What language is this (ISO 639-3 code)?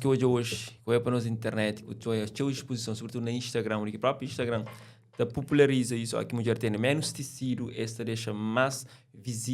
kea